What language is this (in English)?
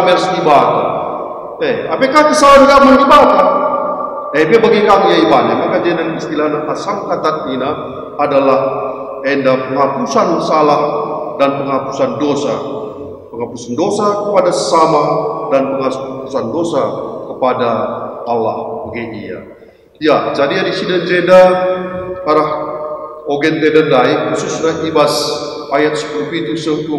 Batak Karo